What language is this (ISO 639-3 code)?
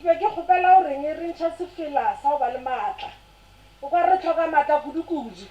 nso